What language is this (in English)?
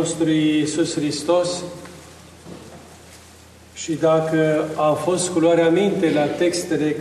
Romanian